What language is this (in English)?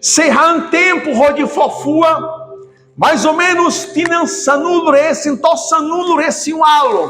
Tetum